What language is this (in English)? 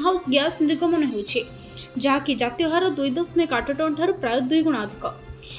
Odia